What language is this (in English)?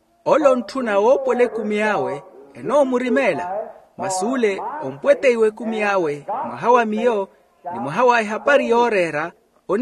Makhuwa